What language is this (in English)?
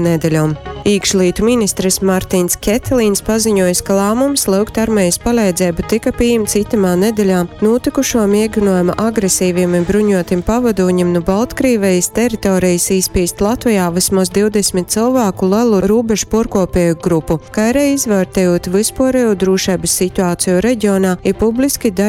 Latgalian